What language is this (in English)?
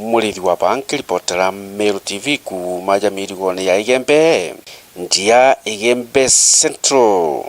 Meru